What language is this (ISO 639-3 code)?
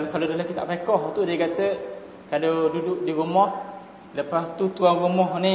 msa